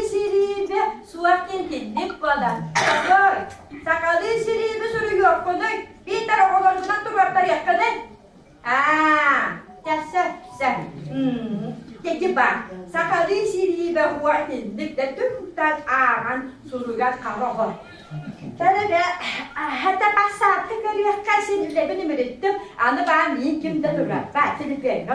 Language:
Yakut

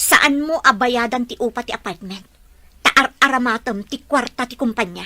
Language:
Iloko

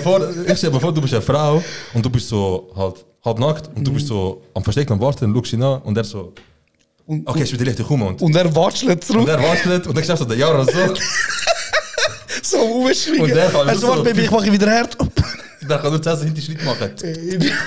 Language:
Swiss German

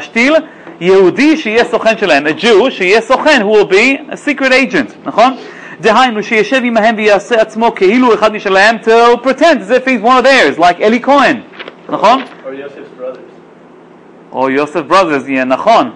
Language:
Hebrew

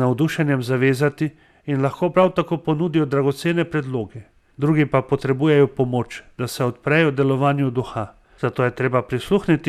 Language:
Slovenian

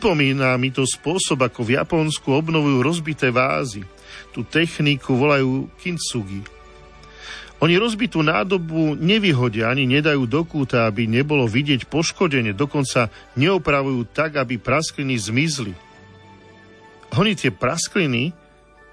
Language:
Slovak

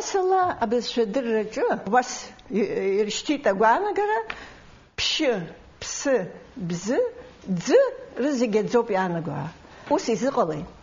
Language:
Abkhazian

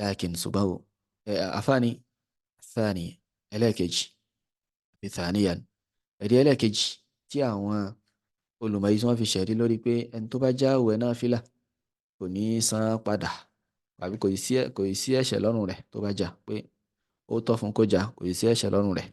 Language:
Yoruba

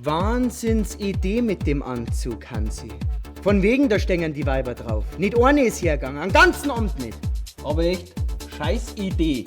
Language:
Bavarian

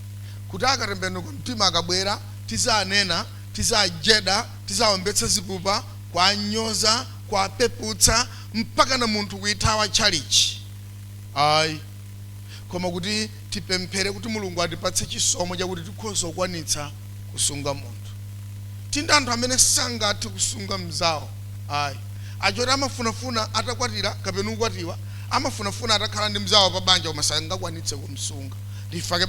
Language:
Nyanja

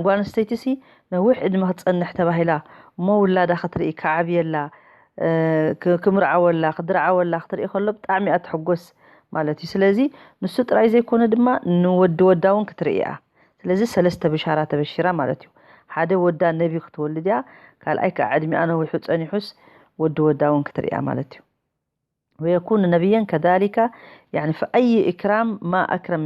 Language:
Tigrinya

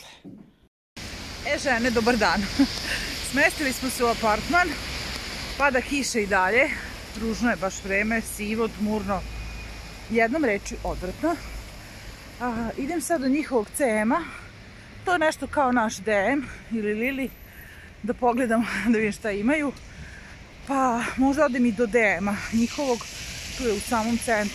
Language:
Serbian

